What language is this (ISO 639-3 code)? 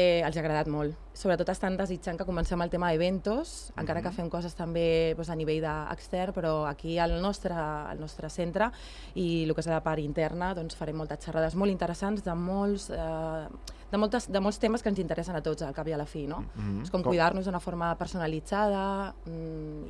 cat